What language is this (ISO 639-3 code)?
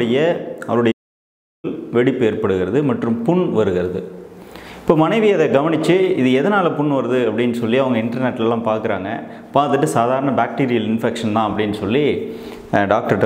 tam